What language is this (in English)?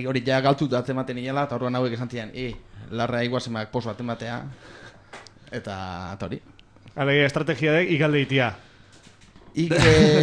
Basque